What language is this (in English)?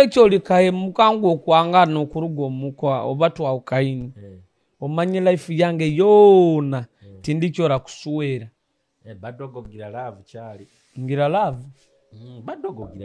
Nyoro